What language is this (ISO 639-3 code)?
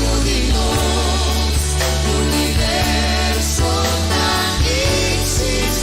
pap